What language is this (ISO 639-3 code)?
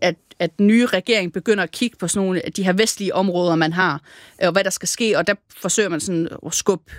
dan